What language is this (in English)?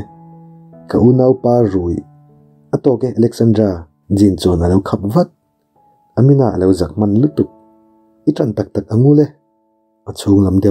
Mizo